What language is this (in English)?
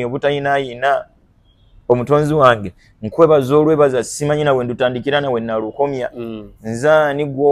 Ganda